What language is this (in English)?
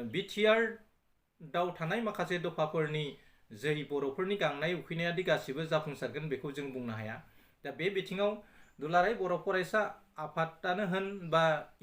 Bodo